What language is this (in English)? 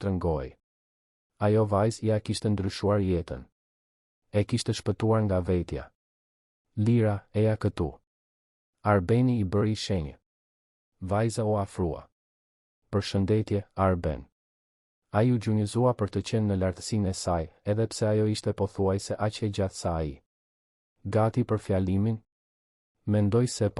Albanian